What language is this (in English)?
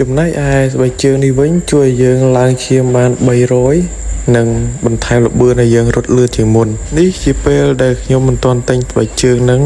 Khmer